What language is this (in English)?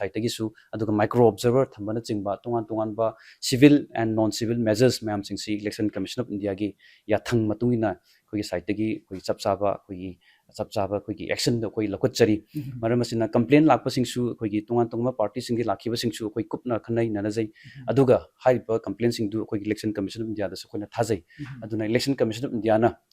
Manipuri